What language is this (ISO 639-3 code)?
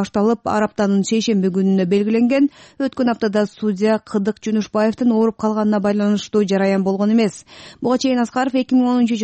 kir